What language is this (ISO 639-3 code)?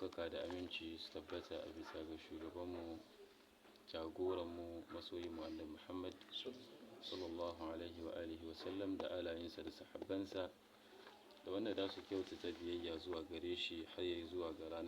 hau